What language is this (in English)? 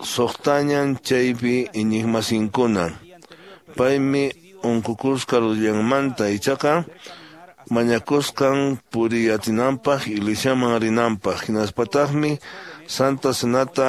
Quechua